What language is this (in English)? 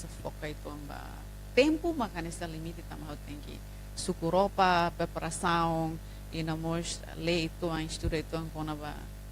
Tetum